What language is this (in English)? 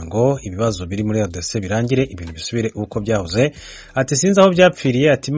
Kinyarwanda